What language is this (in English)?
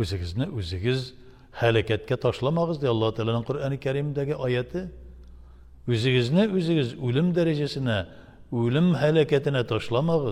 Tatar